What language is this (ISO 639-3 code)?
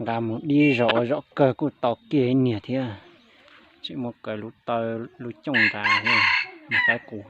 hmn